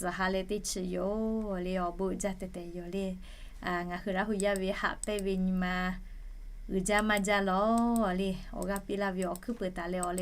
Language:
Lahu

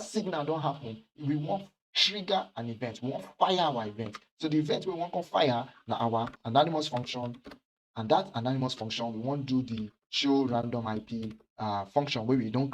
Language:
Nigerian Pidgin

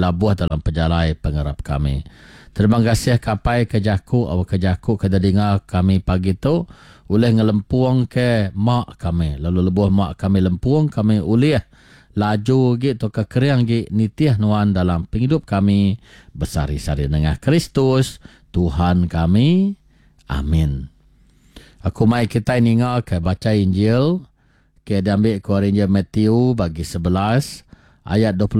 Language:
Iban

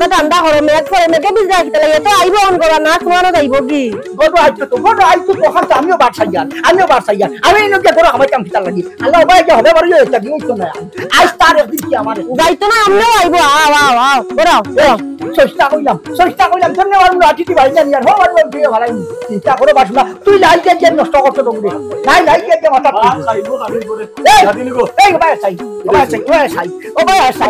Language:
Sylheti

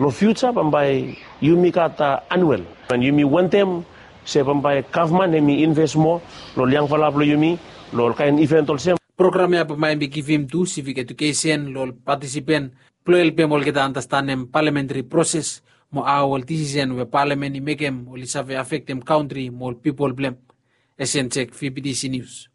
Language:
Bislama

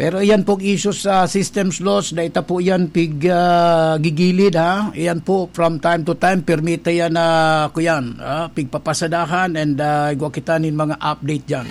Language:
Bikol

